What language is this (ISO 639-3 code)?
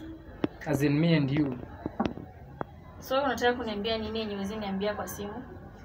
swa